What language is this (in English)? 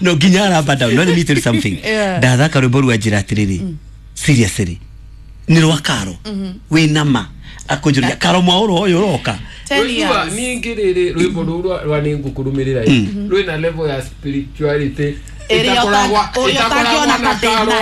Kikuyu